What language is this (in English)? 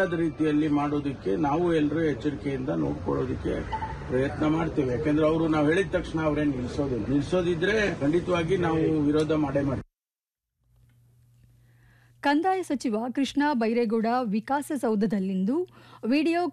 Kannada